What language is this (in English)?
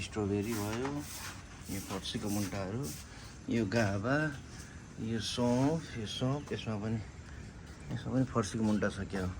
Nepali